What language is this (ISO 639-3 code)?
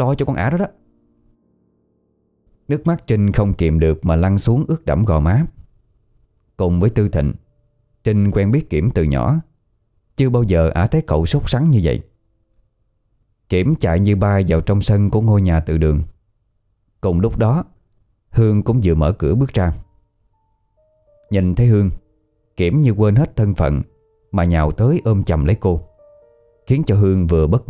vie